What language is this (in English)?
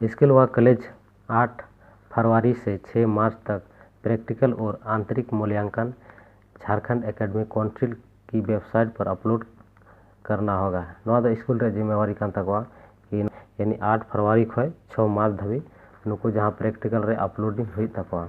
Santali